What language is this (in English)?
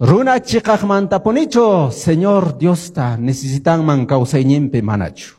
Quechua